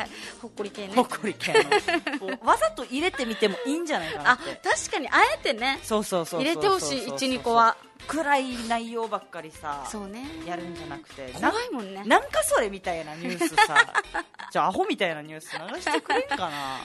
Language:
Japanese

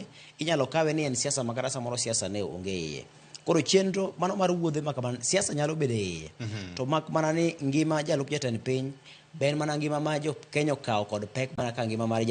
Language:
Luo (Kenya and Tanzania)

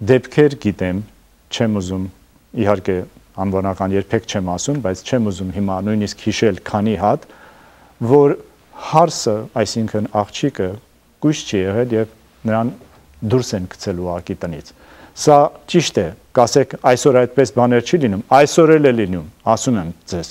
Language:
Armenian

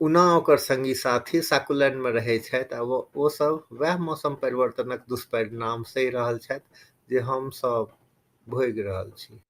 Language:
Maithili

